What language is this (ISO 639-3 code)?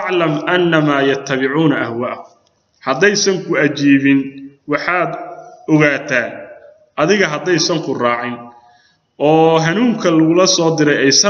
som